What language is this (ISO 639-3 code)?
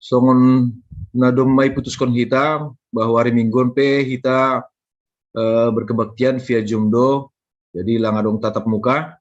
bts